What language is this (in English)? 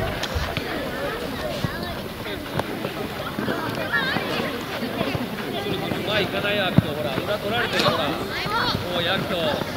Japanese